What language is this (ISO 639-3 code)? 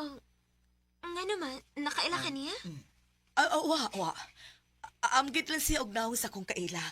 ceb